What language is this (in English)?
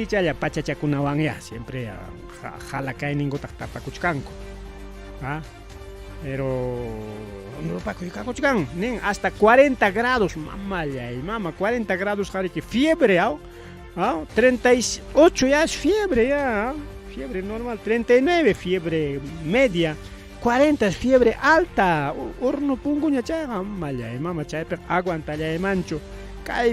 Ayacucho Quechua